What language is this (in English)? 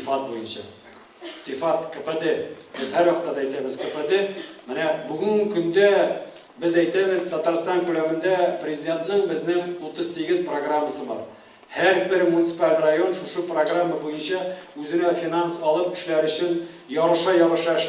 Tatar